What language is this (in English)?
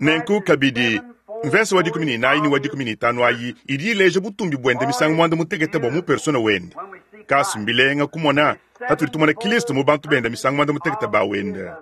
Luba-Lulua